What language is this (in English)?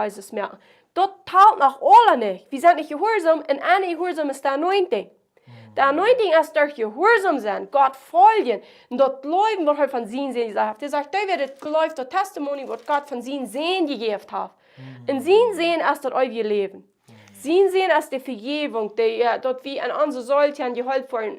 Plautdietsch